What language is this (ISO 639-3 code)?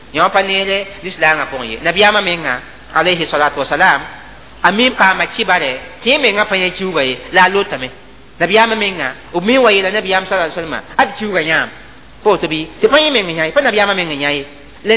mos